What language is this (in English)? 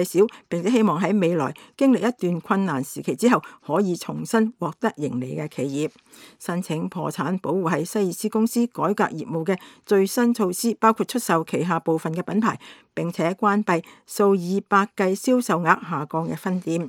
Cantonese